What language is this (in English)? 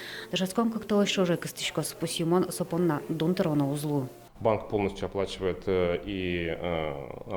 Udmurt